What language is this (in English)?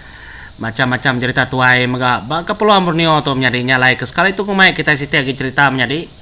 Iban